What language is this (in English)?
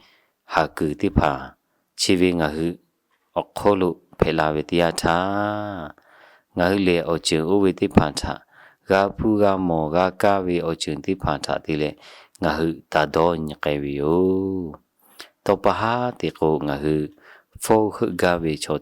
Lahu